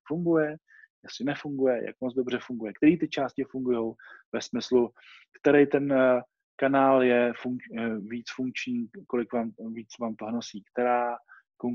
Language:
Czech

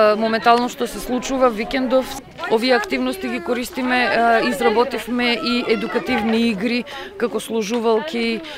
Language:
Macedonian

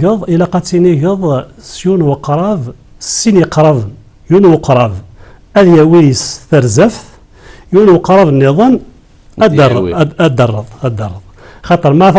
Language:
Kabyle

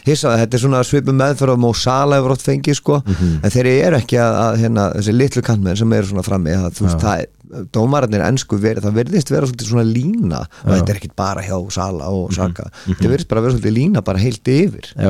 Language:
Icelandic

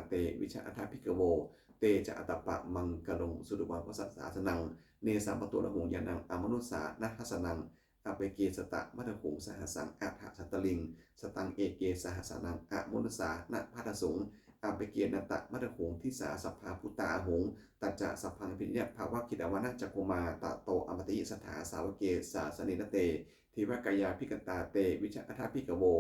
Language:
Pali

